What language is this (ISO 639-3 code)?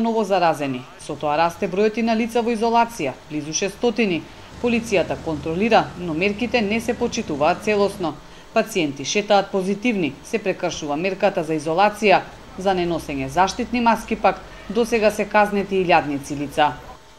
mkd